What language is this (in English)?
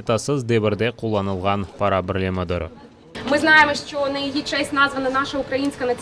Crimean Tatar